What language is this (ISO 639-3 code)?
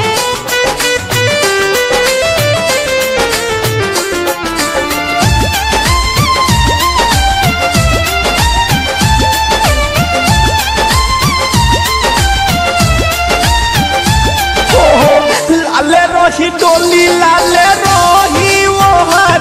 bho